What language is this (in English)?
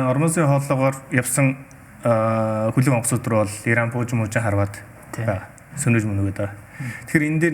Mongolian